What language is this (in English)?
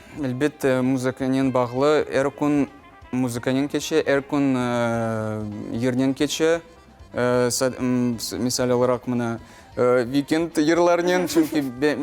Crimean Tatar